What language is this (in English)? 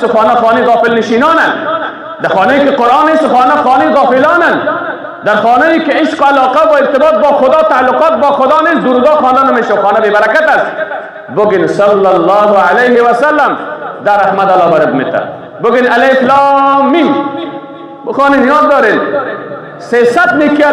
Persian